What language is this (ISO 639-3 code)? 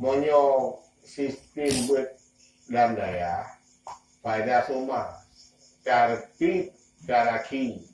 ace